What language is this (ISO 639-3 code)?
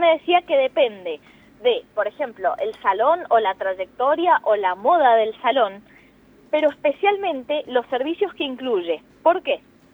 spa